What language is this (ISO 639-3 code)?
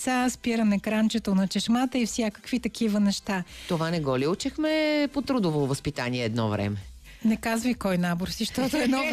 bul